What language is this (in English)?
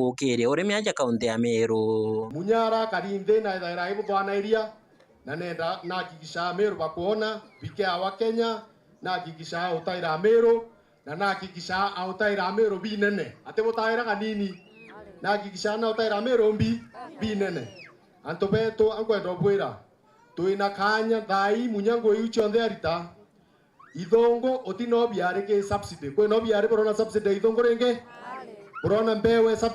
Meru